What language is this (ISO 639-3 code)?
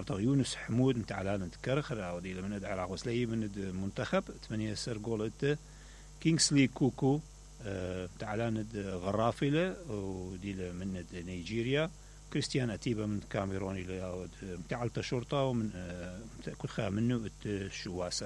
acm